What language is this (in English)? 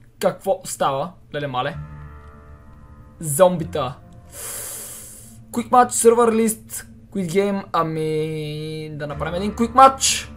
Bulgarian